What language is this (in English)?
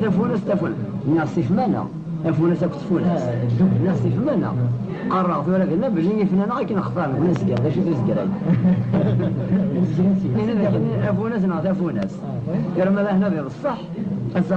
Kabyle